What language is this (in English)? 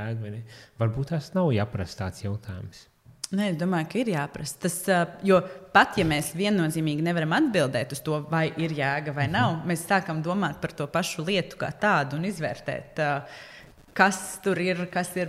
Latvian